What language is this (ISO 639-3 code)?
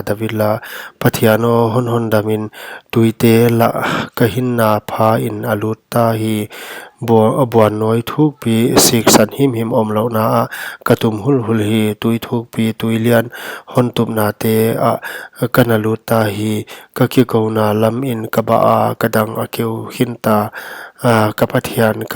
pck